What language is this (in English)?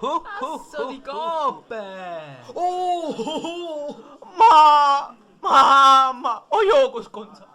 Sicilian